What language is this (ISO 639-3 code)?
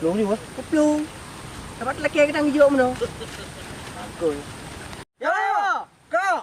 ace